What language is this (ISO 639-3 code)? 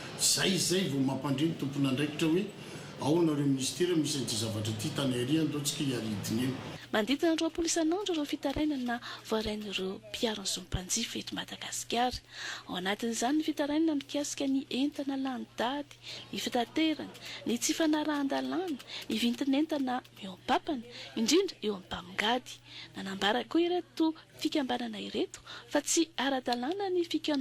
mlg